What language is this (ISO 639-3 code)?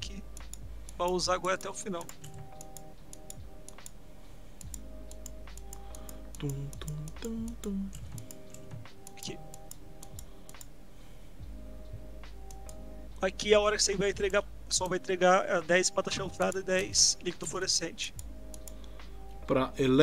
por